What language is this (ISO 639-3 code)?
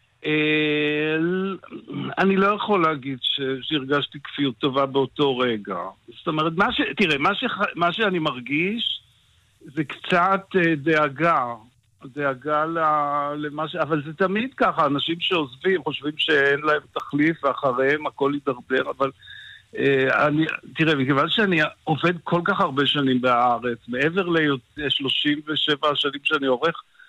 heb